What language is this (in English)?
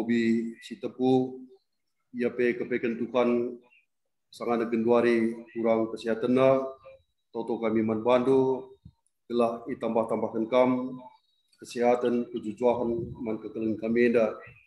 Batak Karo